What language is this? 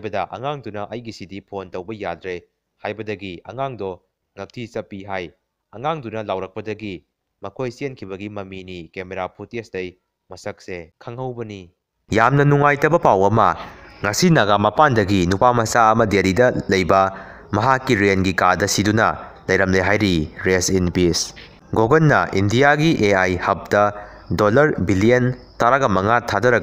Manipuri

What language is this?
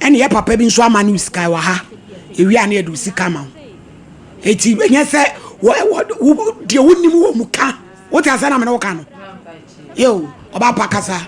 Akan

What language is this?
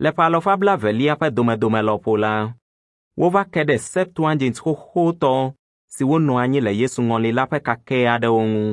Ewe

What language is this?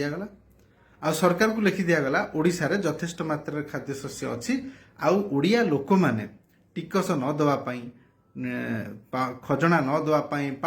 Odia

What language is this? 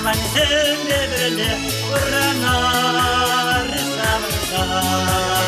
Chuvash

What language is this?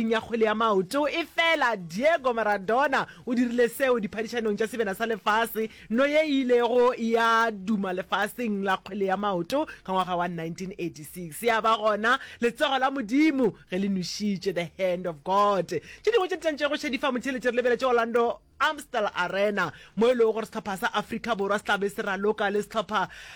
Northern Sotho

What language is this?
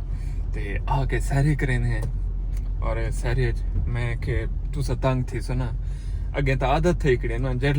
Saraiki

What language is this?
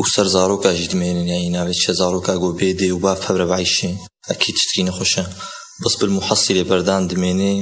Kurdish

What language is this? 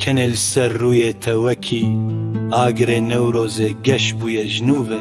Kurdish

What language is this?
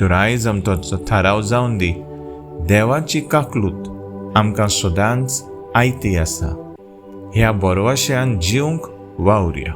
Konkani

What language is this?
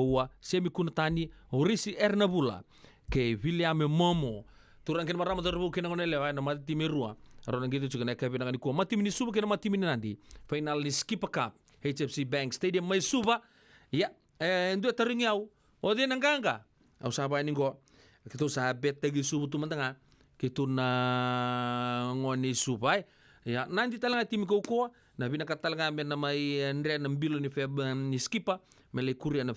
Fijian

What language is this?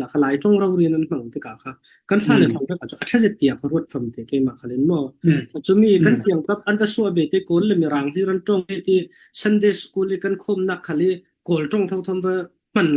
Falam Chin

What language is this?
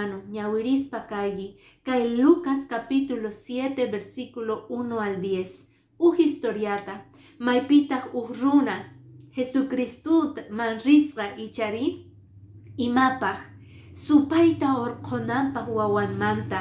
Quechua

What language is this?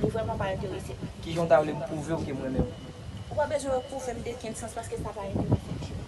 Haitian Creole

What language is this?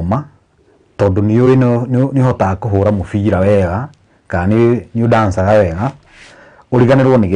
Kikuyu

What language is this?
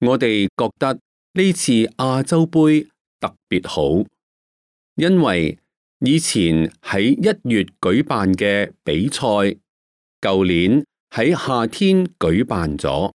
Cantonese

